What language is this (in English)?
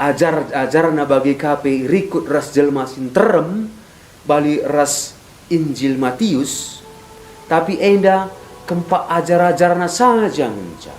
Batak Karo